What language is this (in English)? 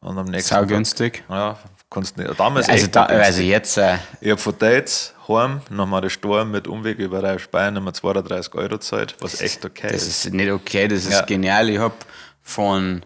Bavarian